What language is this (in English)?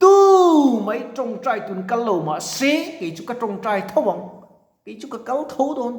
Mizo